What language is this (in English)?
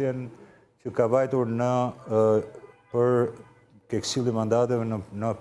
Albanian